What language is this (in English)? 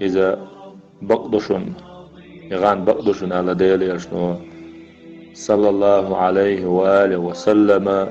Chechen